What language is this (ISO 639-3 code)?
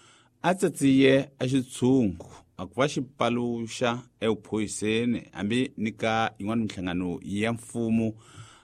tso